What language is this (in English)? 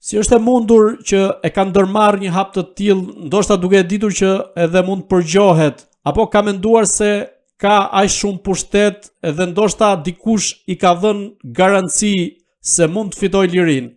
Albanian